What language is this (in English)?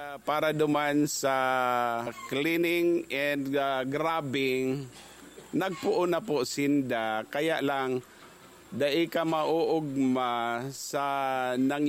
Bikol